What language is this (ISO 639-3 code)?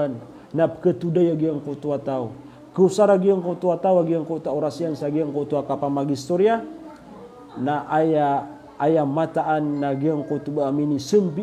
mrw